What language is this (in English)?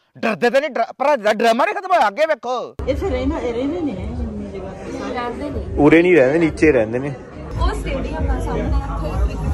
Punjabi